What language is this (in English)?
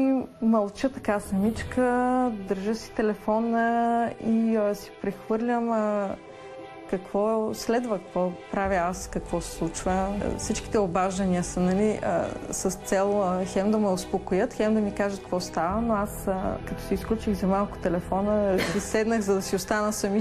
Bulgarian